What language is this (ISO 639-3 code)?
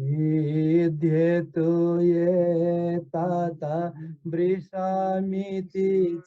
new